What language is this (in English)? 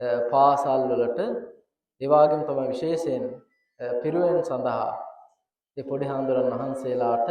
Sinhala